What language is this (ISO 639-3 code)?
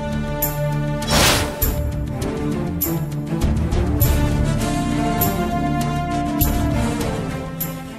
kan